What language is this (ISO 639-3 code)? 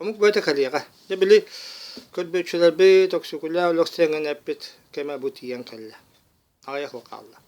sah